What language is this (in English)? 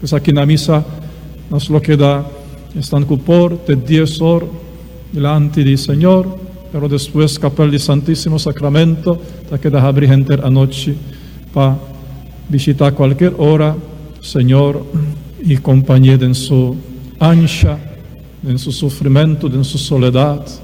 Papiamento